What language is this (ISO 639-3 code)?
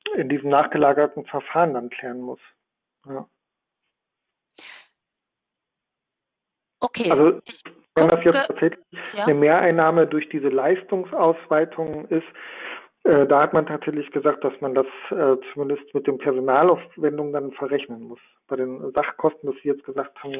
deu